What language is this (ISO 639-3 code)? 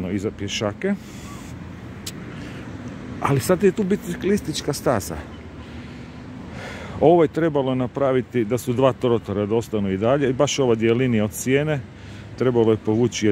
hrv